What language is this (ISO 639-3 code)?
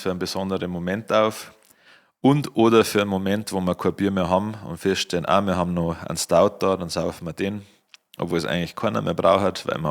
bar